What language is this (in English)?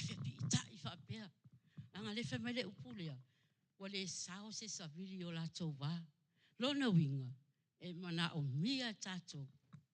Samoan